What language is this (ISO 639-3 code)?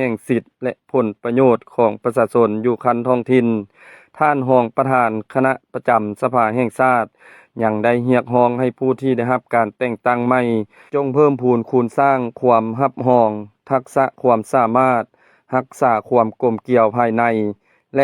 lao